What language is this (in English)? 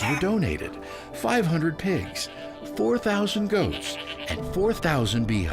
Tahitian